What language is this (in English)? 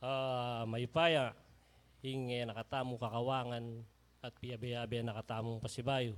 Pampanga